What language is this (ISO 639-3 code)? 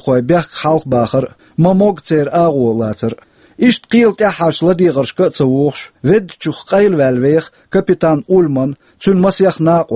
che